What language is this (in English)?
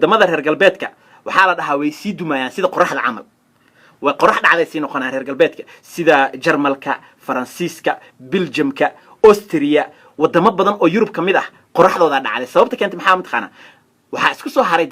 Somali